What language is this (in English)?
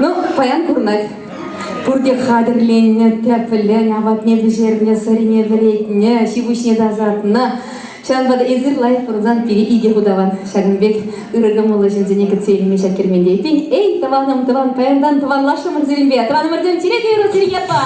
Chuvash